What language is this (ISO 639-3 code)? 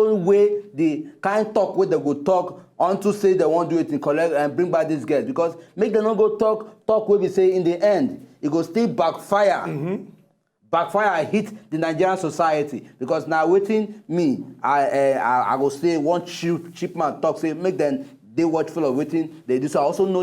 pcm